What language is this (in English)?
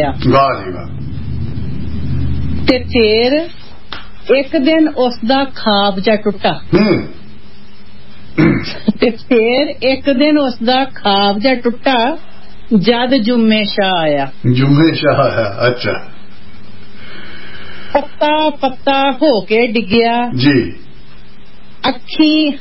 Punjabi